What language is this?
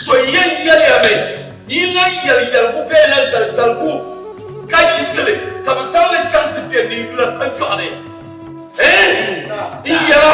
Dagbani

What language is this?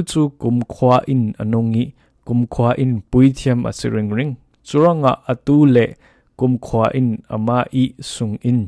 Falam Chin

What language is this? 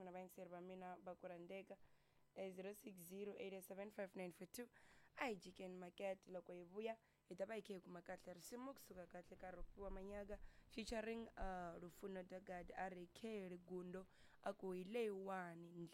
Tsonga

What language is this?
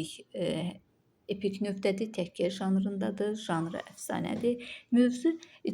Azerbaijani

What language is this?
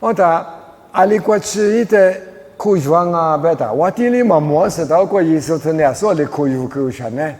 Lisu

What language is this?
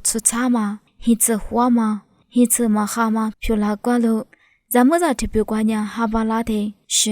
Lisu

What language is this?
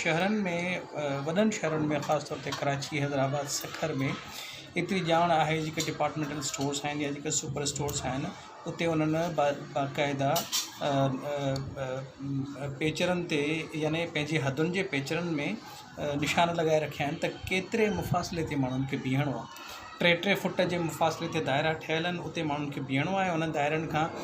Sindhi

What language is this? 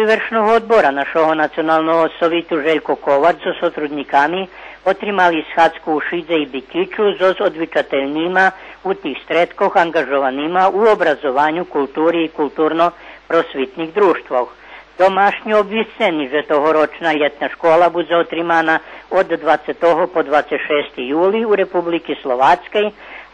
Rusyn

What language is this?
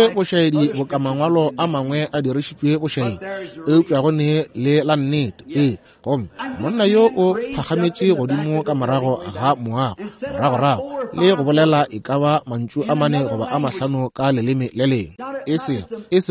Northern Sotho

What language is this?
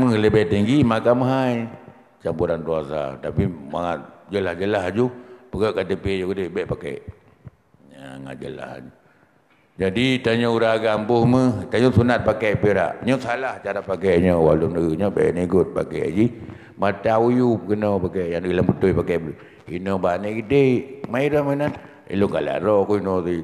Achinese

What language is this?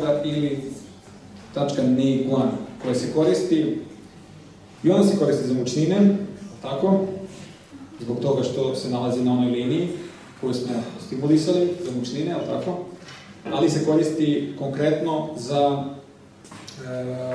Serbian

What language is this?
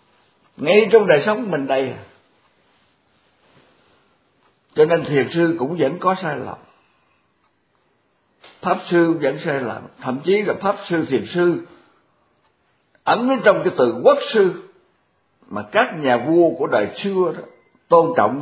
Vietnamese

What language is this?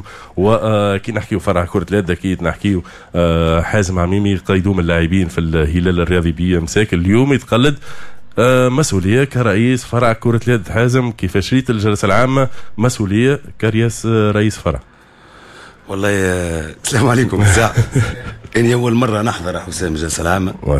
Tunisian Arabic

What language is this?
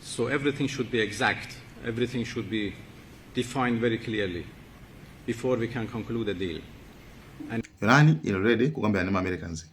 Nyanja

